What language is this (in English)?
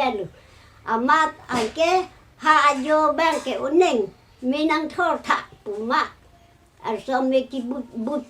Karbi